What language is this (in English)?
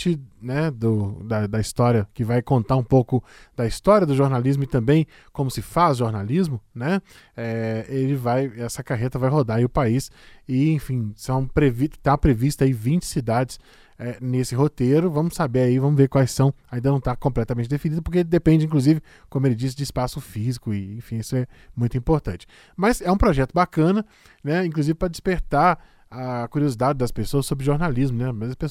Portuguese